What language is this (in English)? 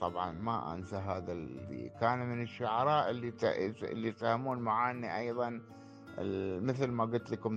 Gulf Arabic